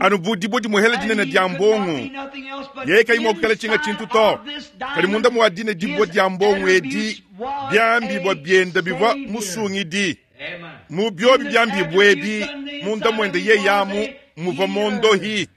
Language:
Luba-Lulua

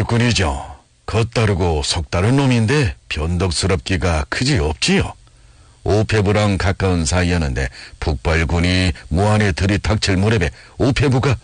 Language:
Korean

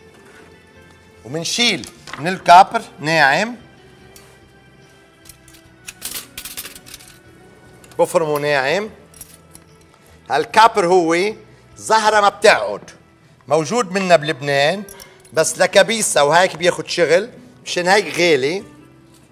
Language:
North Levantine Arabic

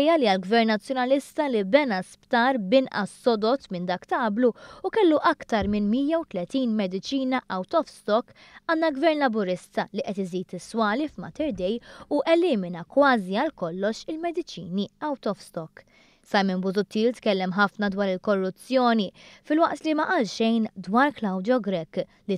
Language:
Maltese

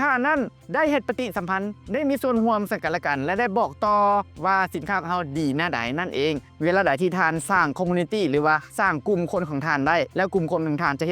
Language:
Lao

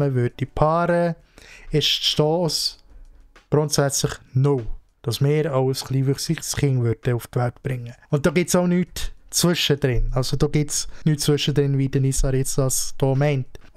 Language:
Swiss German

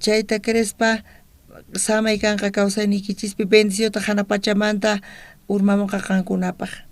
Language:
South Bolivian Quechua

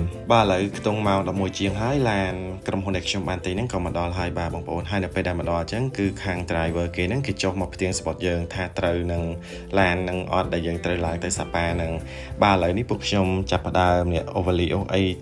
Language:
Khmer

